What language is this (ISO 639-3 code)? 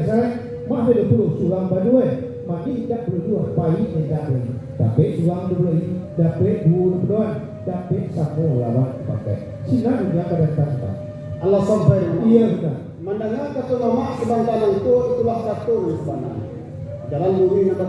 min